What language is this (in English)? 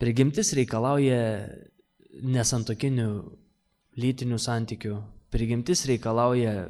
Lithuanian